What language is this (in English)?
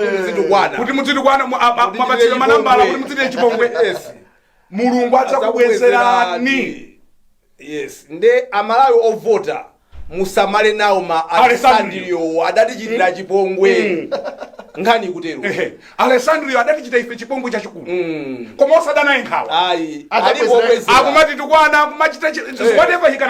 Nyanja